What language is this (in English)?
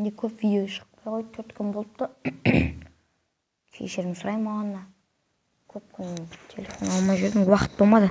Kazakh